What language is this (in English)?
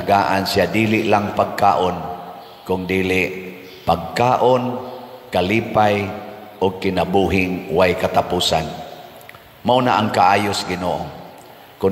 Cebuano